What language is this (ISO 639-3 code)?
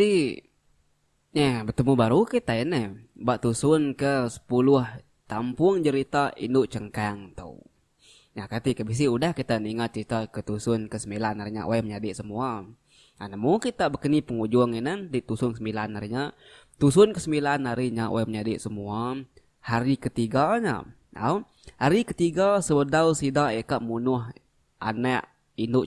iba